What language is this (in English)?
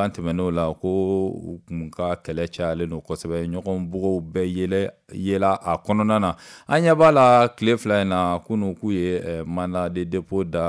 Bambara